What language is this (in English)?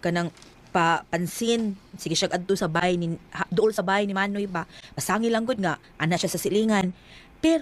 Cebuano